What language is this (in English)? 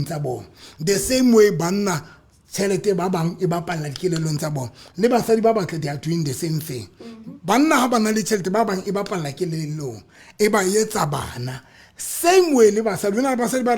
Southern Sotho